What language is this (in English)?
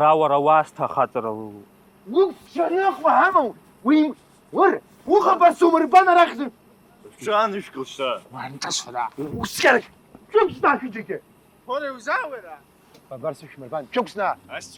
Abkhazian